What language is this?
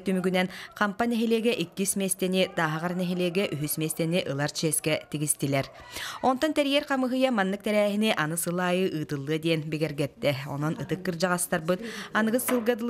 Yakut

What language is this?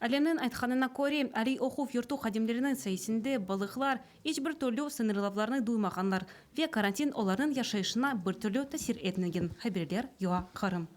Crimean Tatar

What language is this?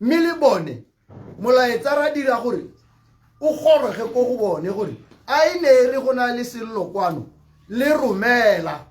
Tswana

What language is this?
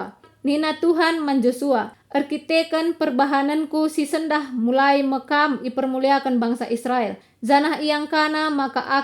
Batak Karo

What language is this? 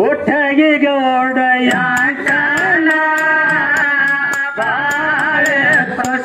Kannada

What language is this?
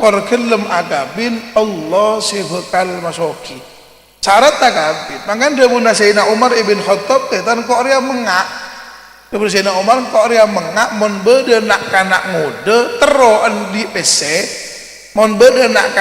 Madurese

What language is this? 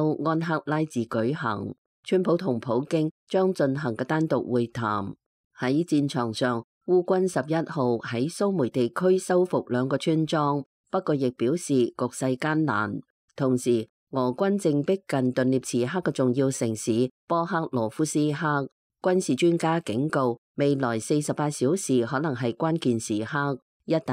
Cantonese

